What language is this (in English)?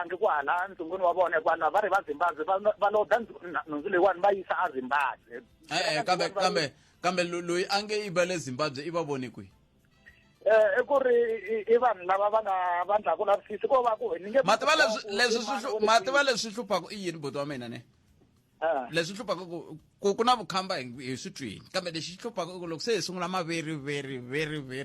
Tsonga